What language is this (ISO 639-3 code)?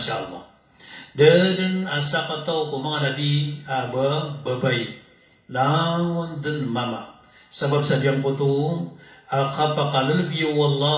mrw